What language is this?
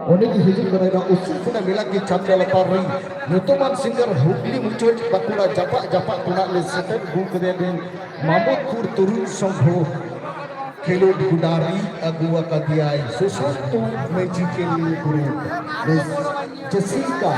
Santali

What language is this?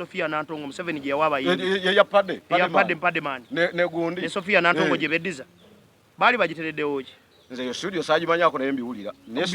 Ganda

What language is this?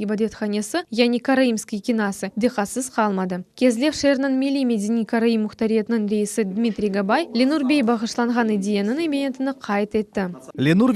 Crimean Tatar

